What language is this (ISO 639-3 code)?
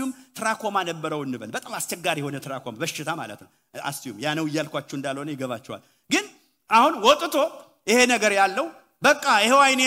amh